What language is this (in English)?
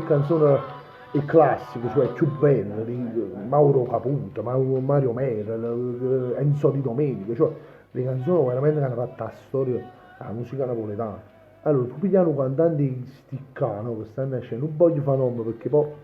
Neapolitan